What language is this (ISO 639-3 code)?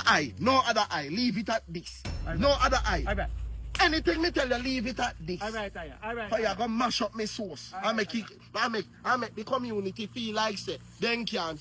jam